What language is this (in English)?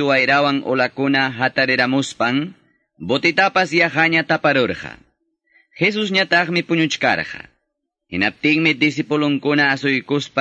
Quechua